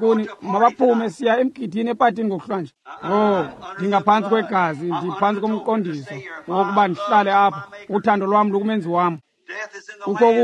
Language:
Xhosa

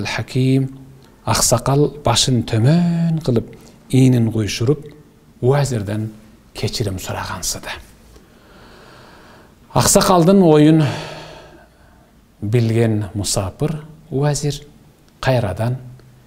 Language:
Kyrgyz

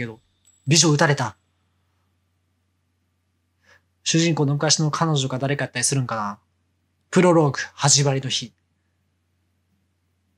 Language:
Japanese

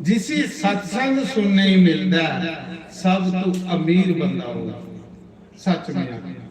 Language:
Dogri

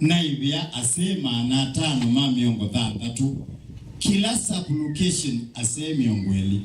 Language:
Kamba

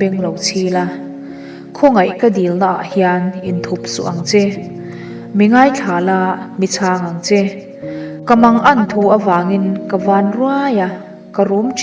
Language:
Mizo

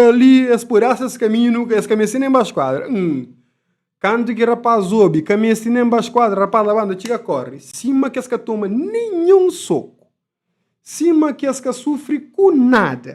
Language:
Kabuverdianu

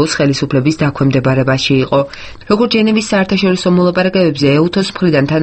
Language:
Georgian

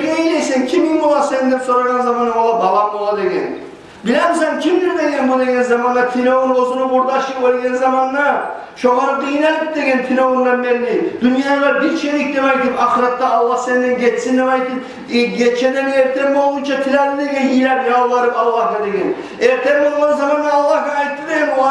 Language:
Kumyk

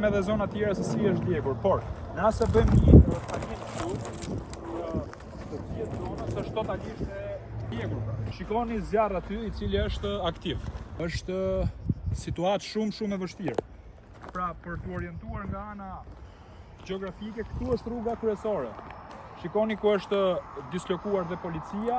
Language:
Albanian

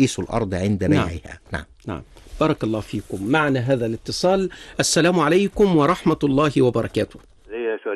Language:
Arabic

